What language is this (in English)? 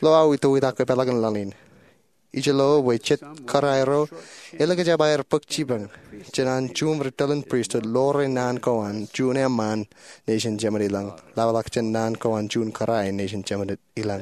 Marshallese